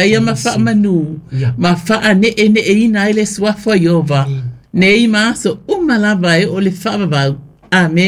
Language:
Samoan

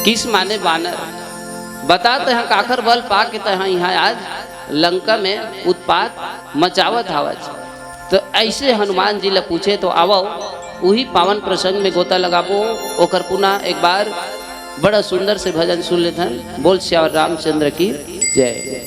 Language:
Chhattisgarhi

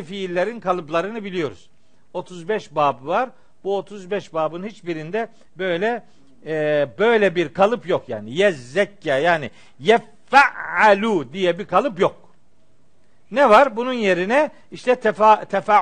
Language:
Turkish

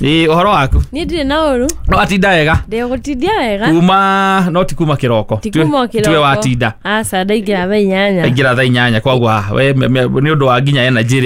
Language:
Kikuyu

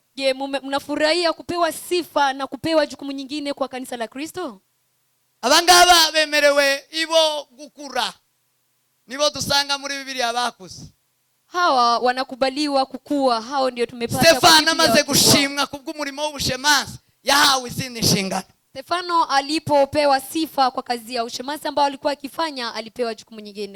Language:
Kinyarwanda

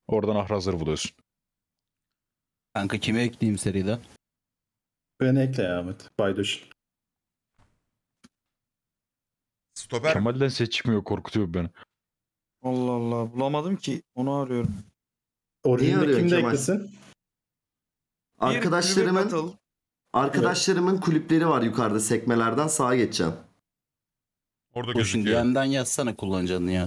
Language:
Turkish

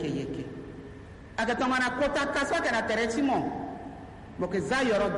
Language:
Sango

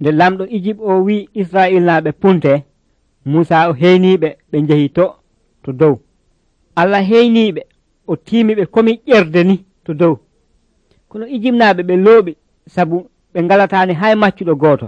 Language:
Nigerian Fulfulde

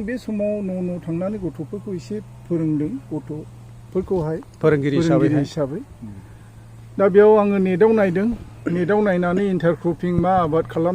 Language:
Bodo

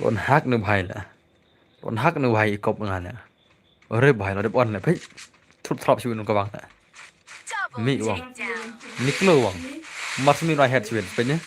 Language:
Khasi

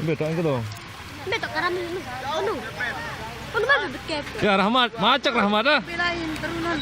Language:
Sasak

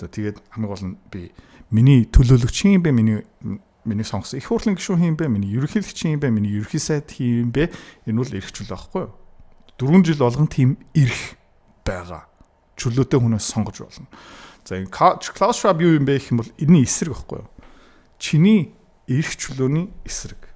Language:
Mongolian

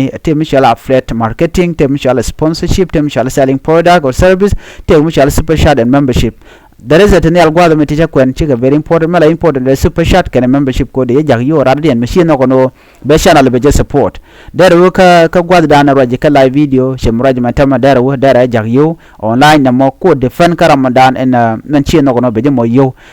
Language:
Nuer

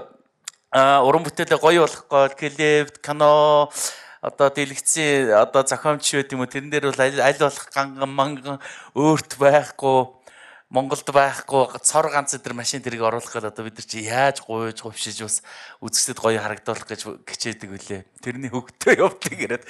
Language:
Mongolian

